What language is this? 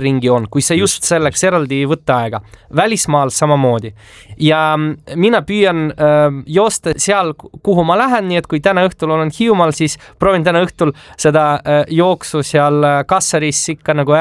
Estonian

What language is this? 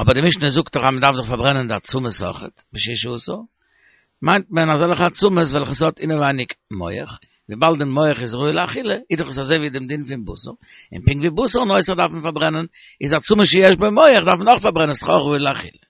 Yiddish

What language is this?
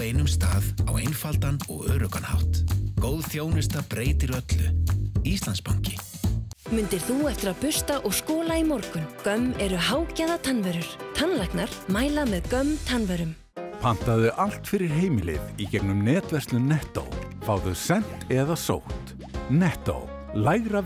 Icelandic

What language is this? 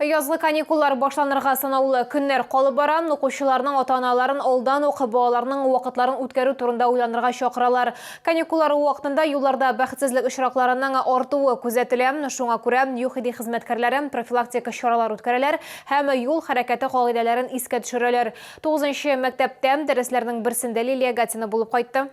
Tatar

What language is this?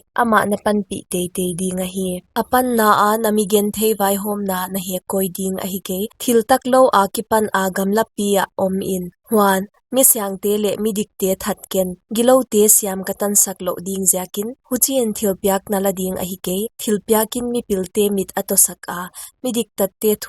Paite Chin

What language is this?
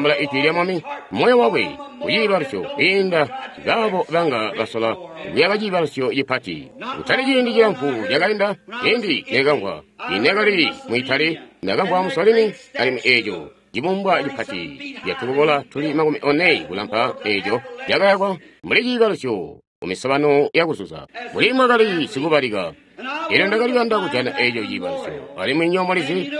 Tonga (Zambia)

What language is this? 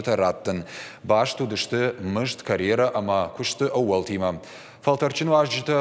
Ossetic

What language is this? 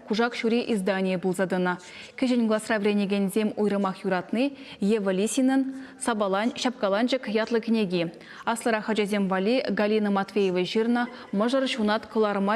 Chuvash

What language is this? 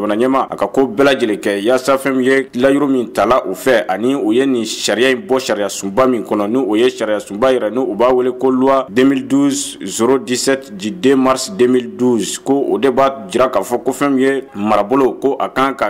Bambara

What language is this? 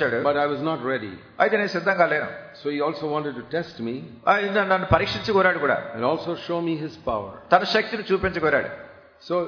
Telugu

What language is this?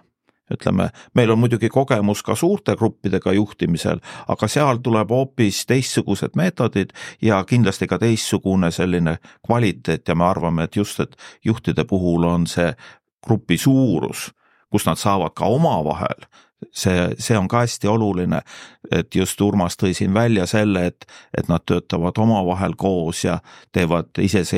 Estonian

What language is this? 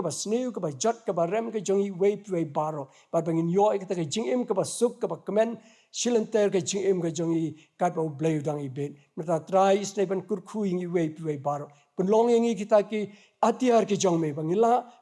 Khasi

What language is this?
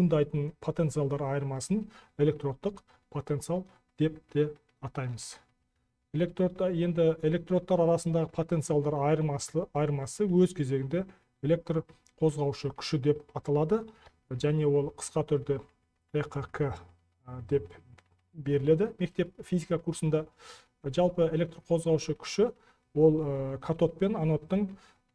Kazakh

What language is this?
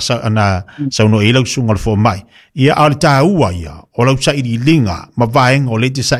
Samoan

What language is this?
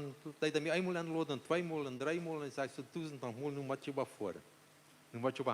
Plautdietsch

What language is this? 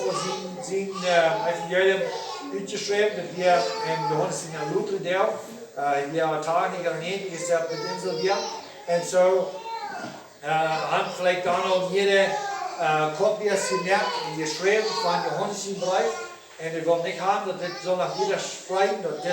Plautdietsch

